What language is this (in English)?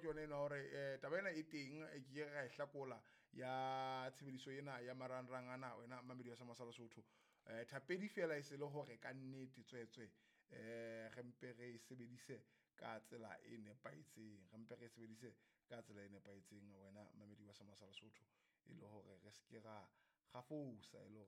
Southern Sotho